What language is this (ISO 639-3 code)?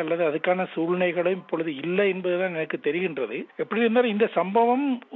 tam